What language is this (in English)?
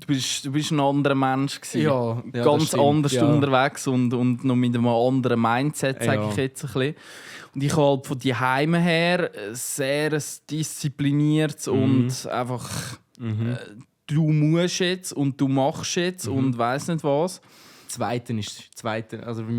Swiss German